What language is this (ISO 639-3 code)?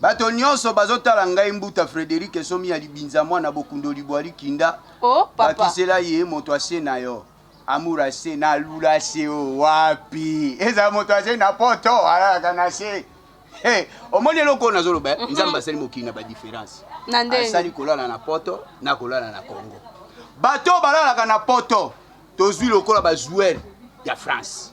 lin